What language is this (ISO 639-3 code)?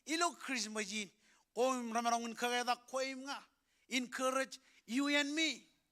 mah